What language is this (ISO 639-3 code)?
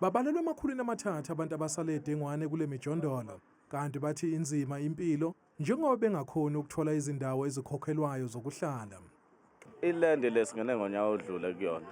zul